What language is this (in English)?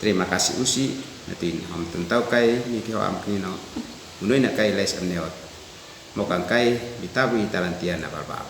Uab Meto